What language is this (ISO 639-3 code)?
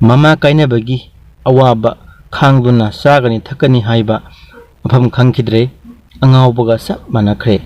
mni